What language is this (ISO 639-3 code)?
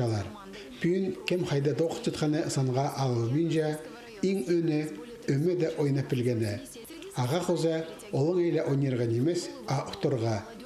kjh